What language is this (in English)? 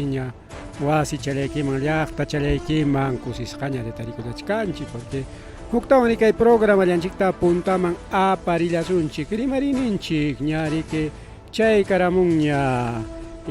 Ayacucho Quechua